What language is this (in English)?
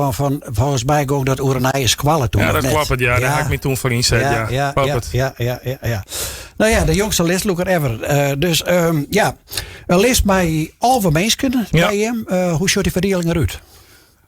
Western Frisian